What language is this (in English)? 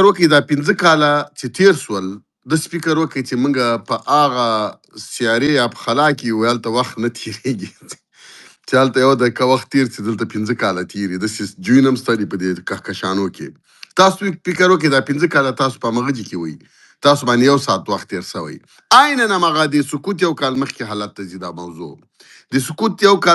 Pashto